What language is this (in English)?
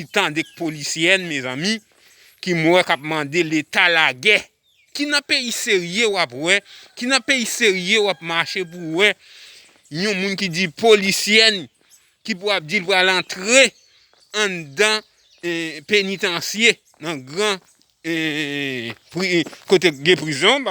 Haitian Creole